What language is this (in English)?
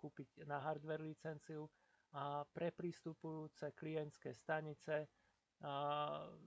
Slovak